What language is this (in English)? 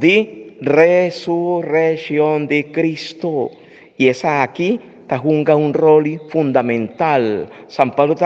Papiamento